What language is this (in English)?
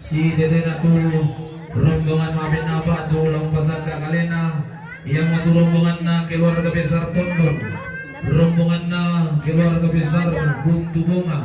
Toraja-Sa'dan